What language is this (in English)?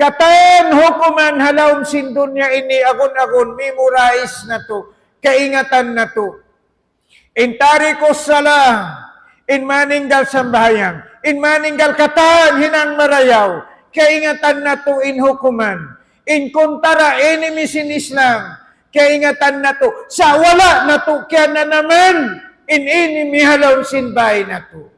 Tausug